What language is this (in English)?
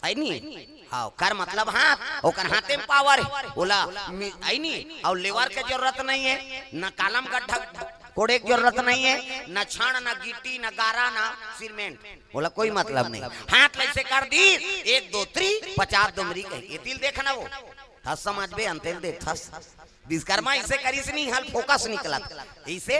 Chhattisgarhi